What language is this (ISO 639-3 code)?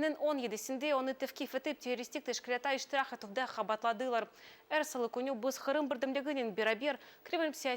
crh